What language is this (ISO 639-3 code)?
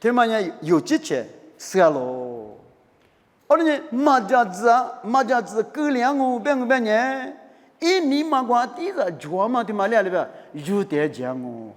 lis